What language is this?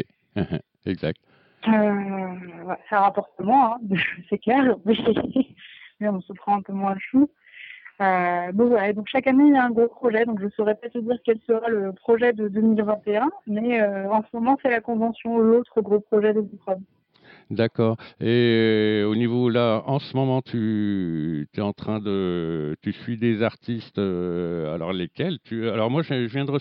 French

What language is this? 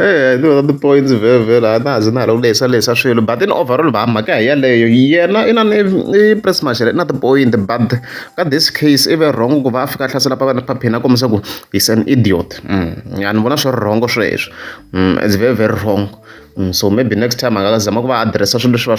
Tsonga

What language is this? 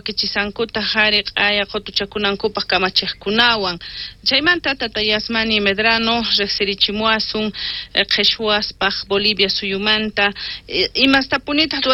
South Bolivian Quechua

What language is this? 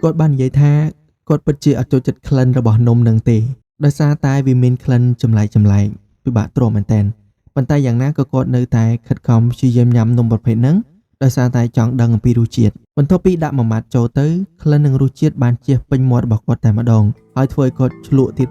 Khmer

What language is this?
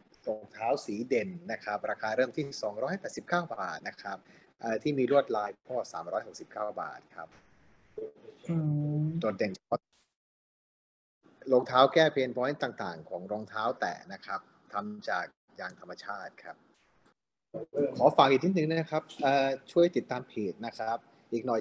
Thai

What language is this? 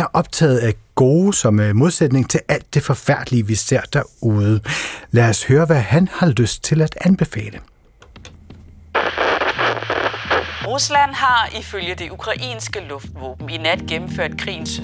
Danish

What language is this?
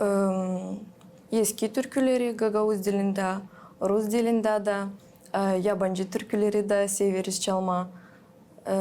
Gagauz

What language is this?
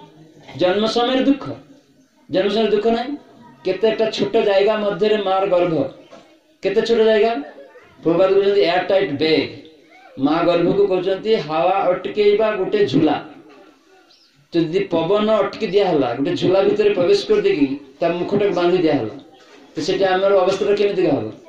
Odia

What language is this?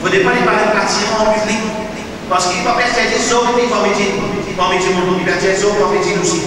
Morisyen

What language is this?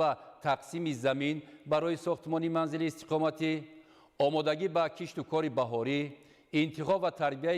Tajik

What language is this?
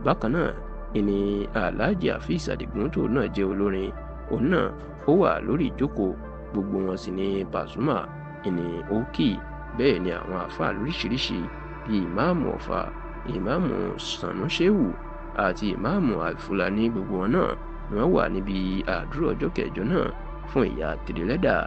Yoruba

